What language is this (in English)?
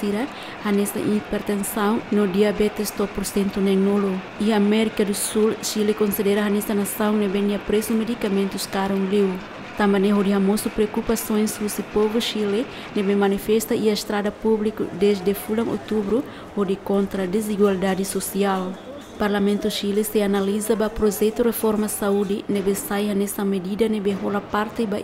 Tetum